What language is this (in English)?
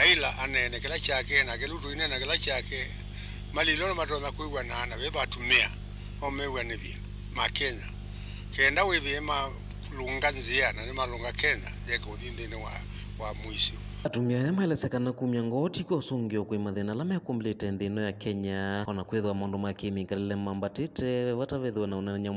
Kamba